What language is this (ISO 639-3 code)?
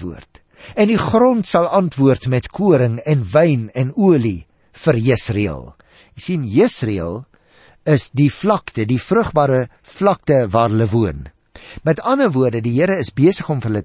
afr